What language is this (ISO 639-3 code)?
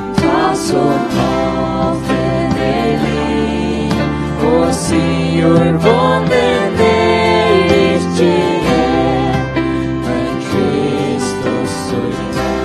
fao